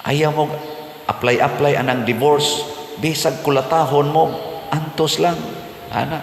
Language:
Cebuano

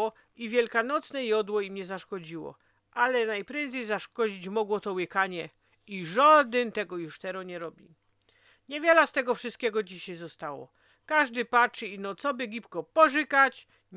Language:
Silesian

